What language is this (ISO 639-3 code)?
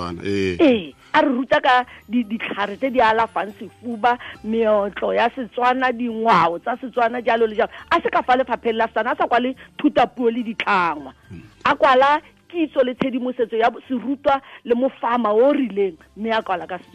tsn